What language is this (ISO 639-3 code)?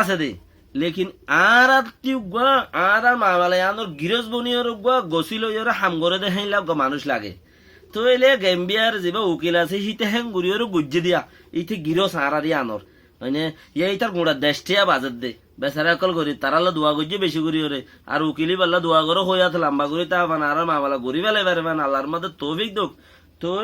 rhg